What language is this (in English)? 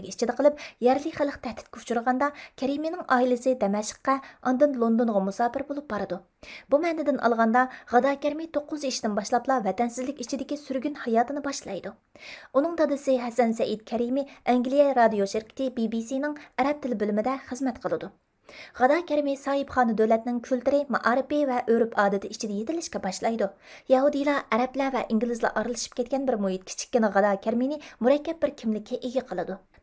Uyghur